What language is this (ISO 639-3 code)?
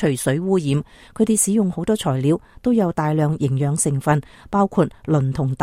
yue